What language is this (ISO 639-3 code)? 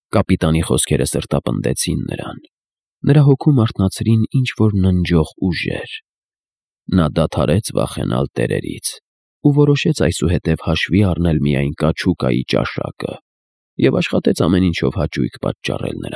hye